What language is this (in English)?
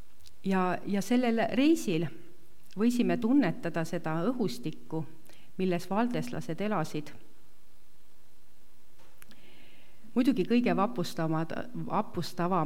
Estonian